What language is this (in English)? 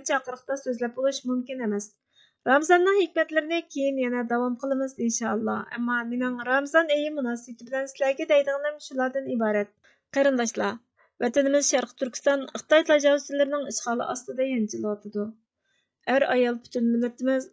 Uyghur